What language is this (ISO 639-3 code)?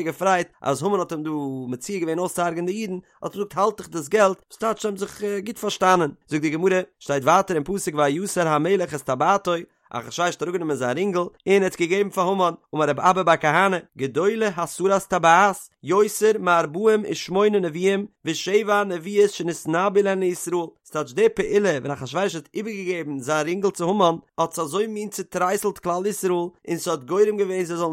yid